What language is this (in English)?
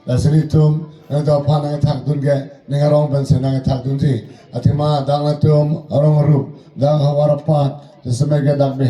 Karbi